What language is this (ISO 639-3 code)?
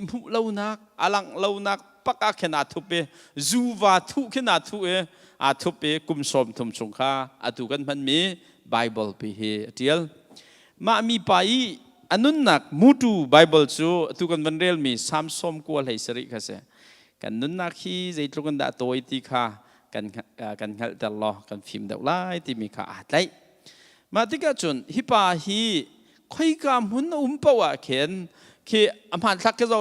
cnh